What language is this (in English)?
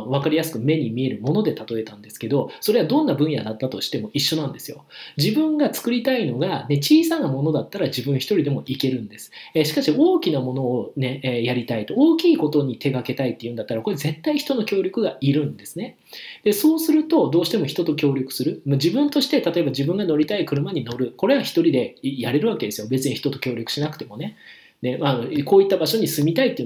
Japanese